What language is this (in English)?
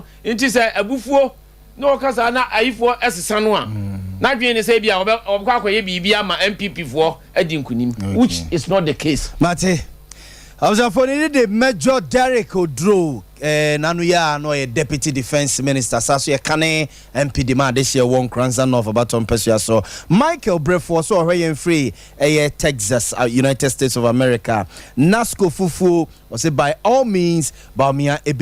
Akan